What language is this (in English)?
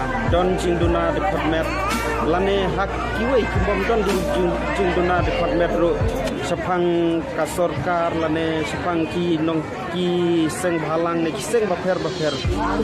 Khasi